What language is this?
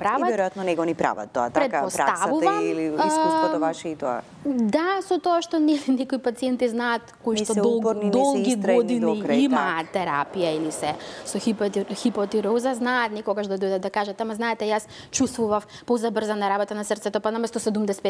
Macedonian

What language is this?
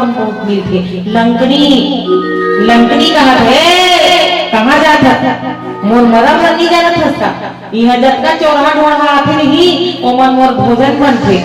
Chhattisgarhi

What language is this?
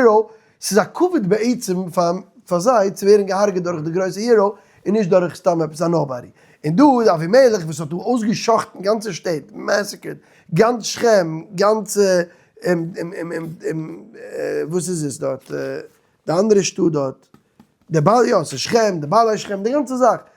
Yiddish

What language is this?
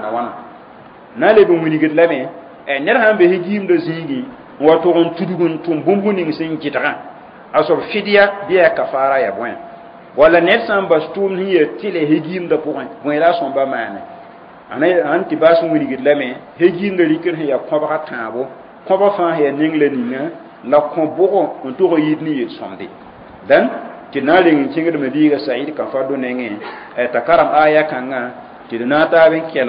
Mossi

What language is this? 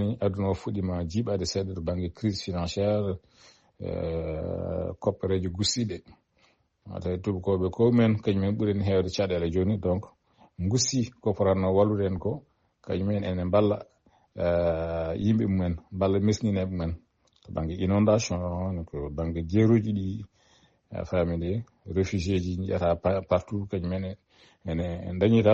Fula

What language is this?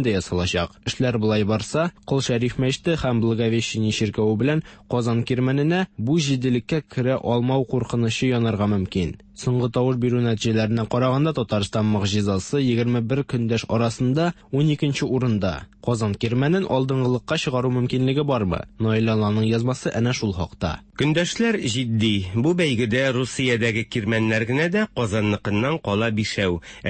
Tatar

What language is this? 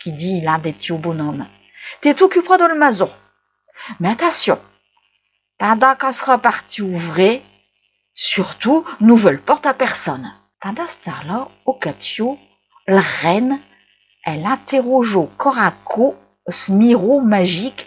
Picard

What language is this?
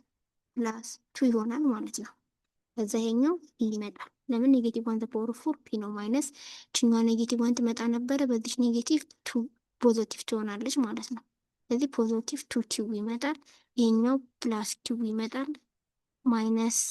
Amharic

